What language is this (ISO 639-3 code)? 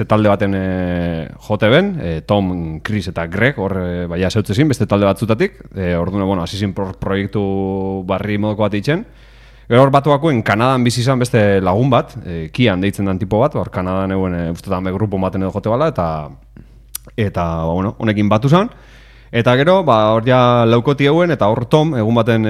eus